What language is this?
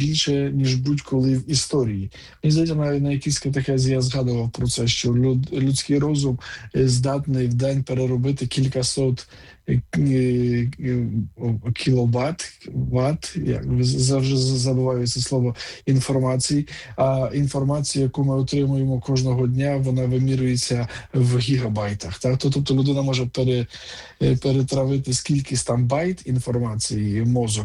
Ukrainian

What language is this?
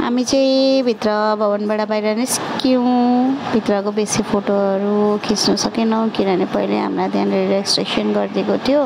Nepali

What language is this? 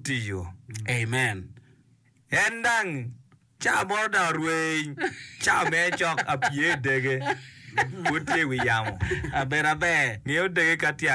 Acoli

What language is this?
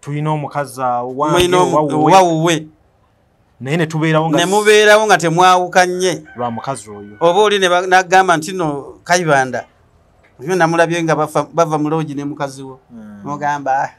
Ganda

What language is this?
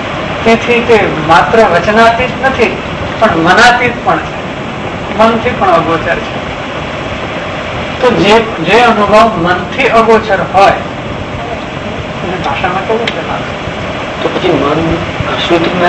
Gujarati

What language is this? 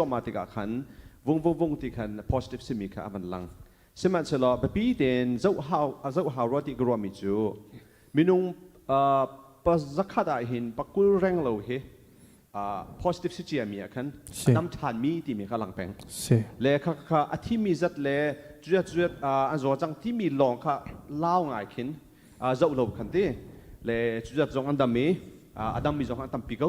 Hakha Chin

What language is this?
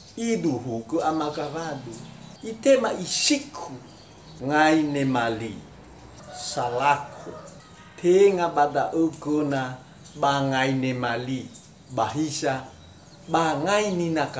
Nias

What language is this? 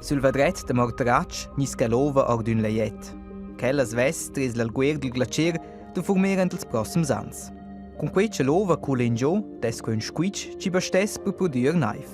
Romansh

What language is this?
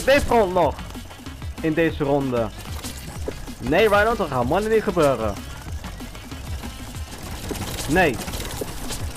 Dutch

